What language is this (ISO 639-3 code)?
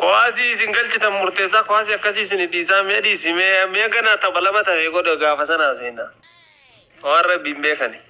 orm